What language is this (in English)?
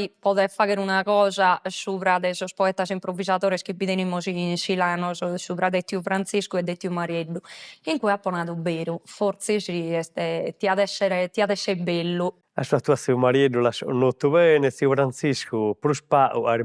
Sardinian